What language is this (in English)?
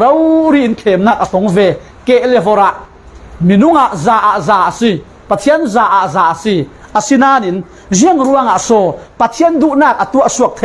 Falam Chin